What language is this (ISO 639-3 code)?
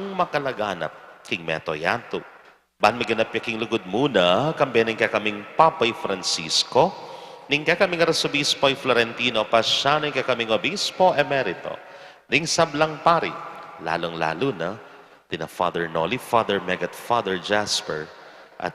pam